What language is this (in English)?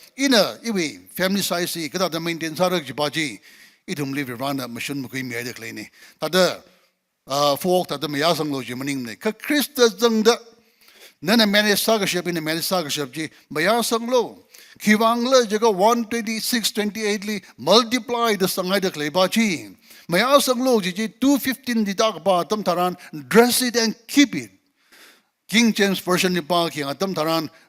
Tangkhul Naga (India)